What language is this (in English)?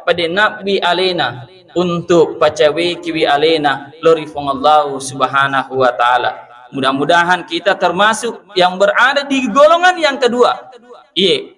Buginese